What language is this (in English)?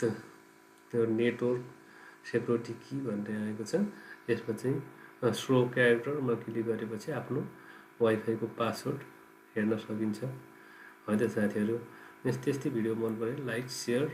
Nepali